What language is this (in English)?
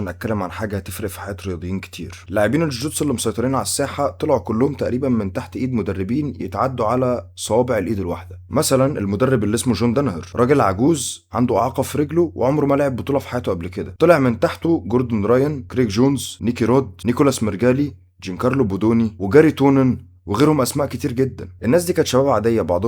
Egyptian Arabic